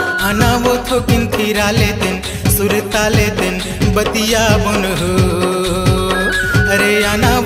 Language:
Chhattisgarhi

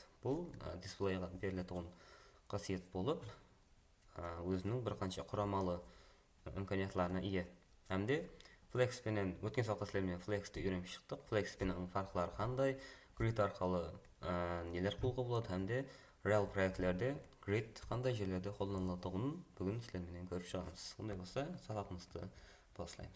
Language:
Kara-Kalpak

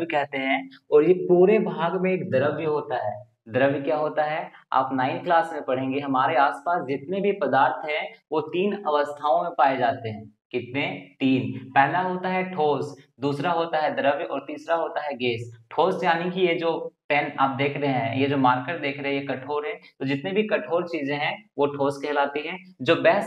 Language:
Hindi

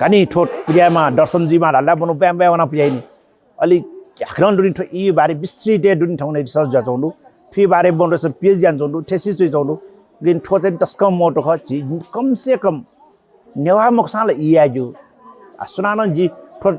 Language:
Newari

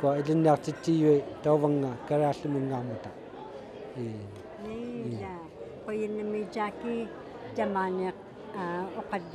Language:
Inuktitut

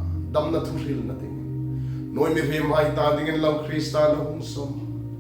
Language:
Hmar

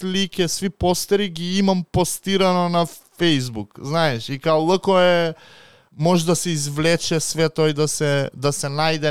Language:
Macedonian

